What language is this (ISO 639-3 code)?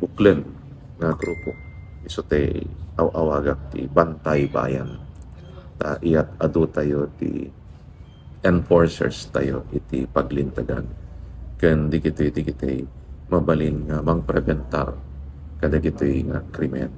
ilo